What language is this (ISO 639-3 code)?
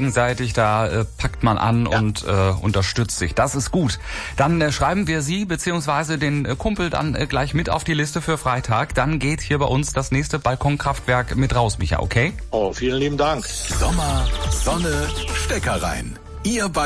deu